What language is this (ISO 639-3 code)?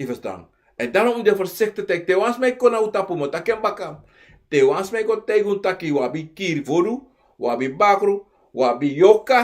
srn